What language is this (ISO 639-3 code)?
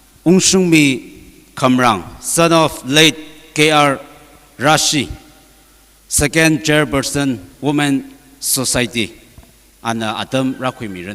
nmf